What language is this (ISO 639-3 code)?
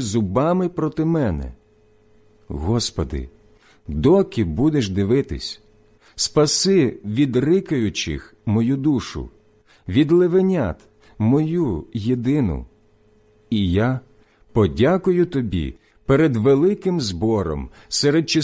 ukr